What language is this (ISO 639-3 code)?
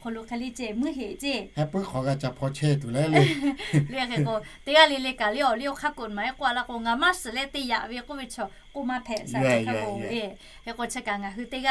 lhu